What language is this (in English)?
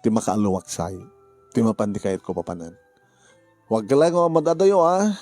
Iloko